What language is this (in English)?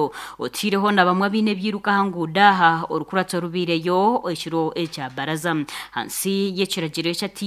Nyankole